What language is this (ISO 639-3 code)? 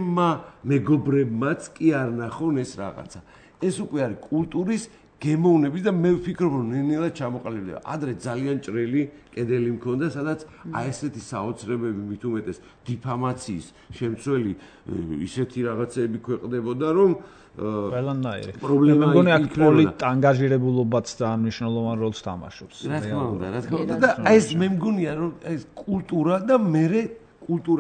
kat